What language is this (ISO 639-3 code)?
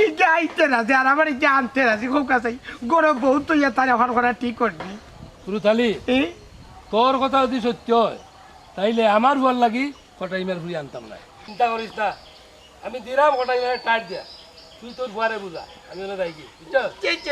syl